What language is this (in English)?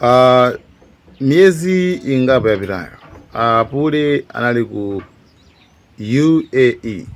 Nyanja